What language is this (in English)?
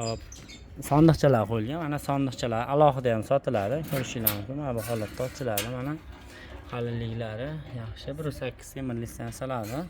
Uzbek